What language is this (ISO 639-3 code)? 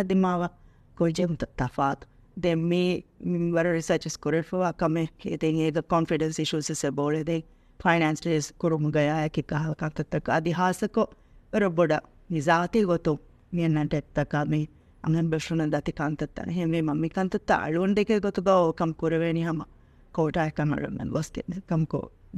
div